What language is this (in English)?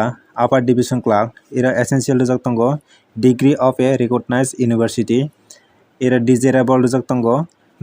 Kok Borok